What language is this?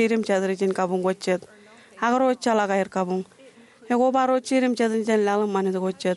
Marshallese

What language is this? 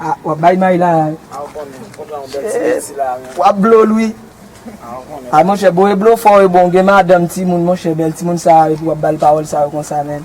Haitian Creole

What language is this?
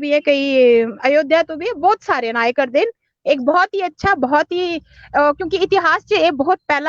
Dogri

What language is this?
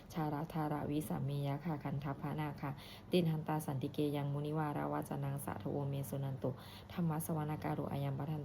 Pali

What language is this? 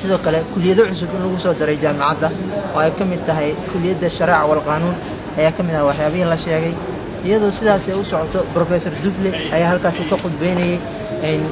Somali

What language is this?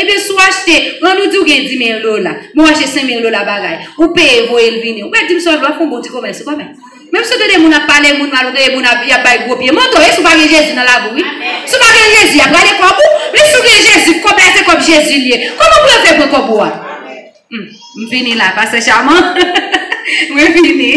Haitian Creole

